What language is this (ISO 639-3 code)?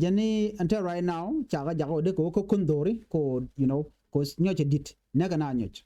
nus